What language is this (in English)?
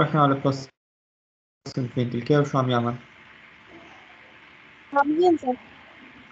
North Levantine Arabic